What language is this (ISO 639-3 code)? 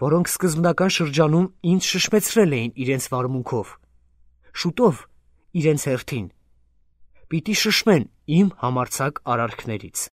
hye